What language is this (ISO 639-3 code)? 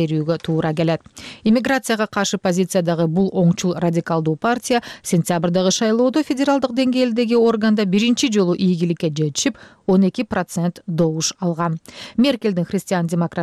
kir